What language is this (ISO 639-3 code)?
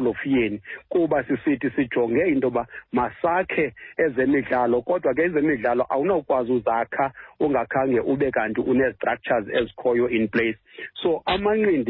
xho